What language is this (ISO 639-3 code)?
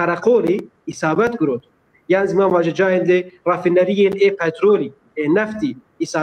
zza